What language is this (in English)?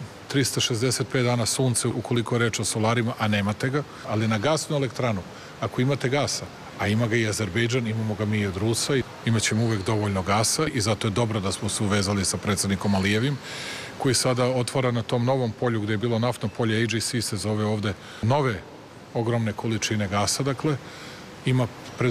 Serbian